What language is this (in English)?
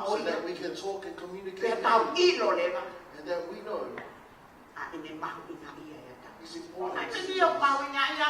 Tongan